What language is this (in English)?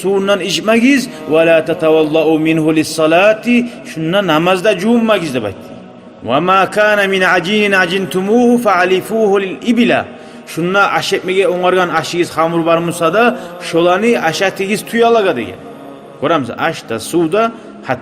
Kumyk